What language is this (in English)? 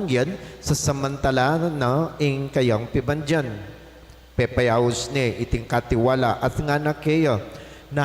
Pampanga